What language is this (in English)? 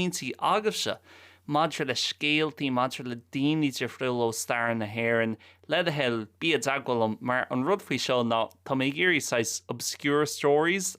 Irish